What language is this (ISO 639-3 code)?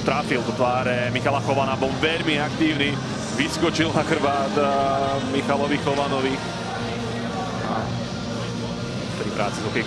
slk